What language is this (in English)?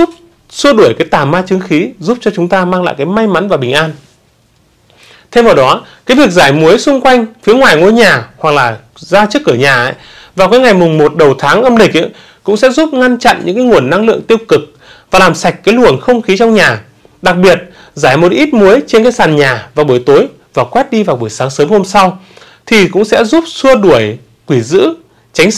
Vietnamese